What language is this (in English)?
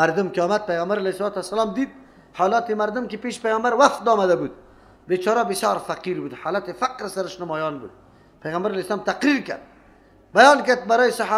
Persian